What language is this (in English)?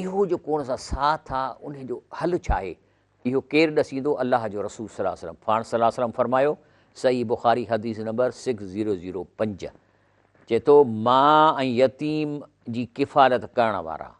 Sindhi